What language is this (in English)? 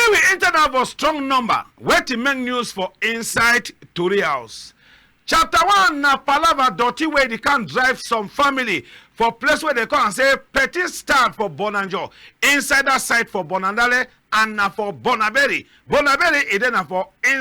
Cameroon Pidgin